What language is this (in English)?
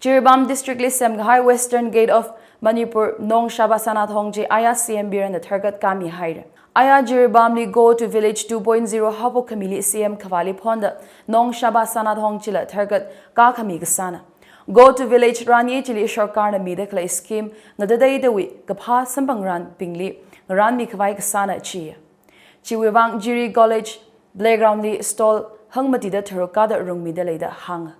Tangkhul Naga (India)